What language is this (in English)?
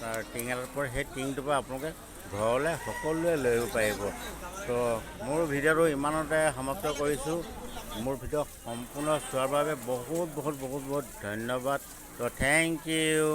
Assamese